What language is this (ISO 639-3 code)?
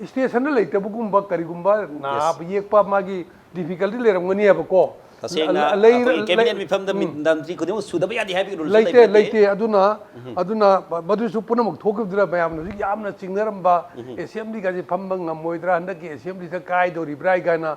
mni